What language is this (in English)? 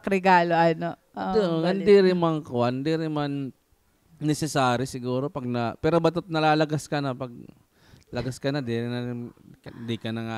Waray